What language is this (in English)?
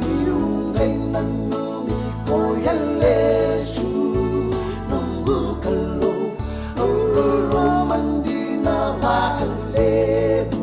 Fijian